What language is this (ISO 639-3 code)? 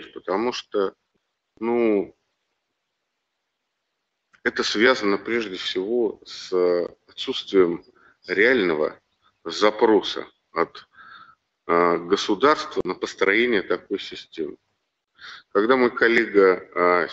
rus